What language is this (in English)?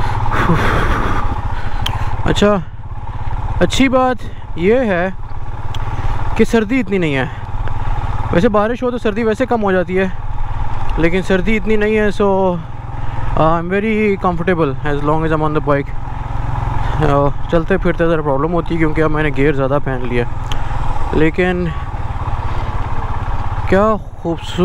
Hindi